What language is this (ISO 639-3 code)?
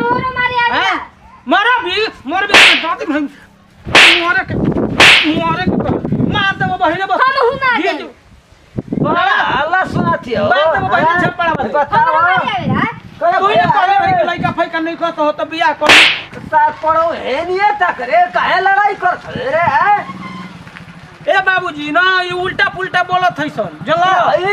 bho